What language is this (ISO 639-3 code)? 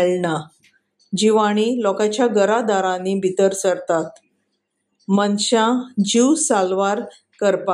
kok